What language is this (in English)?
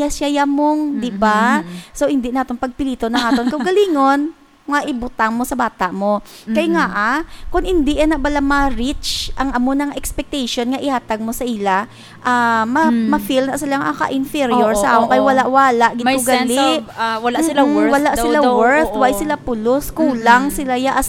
Hiligaynon